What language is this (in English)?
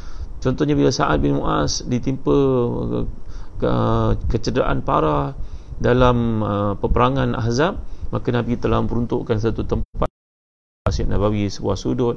Malay